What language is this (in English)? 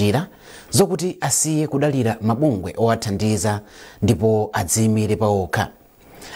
Nyanja